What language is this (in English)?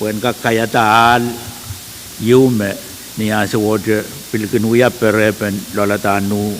Pohnpeian